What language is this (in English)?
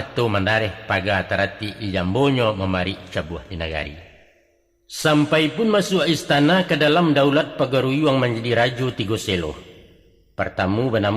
Minangkabau